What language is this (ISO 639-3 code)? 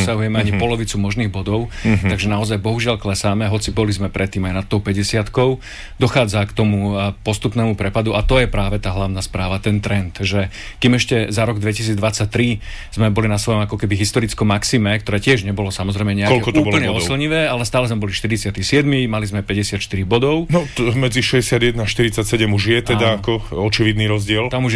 slk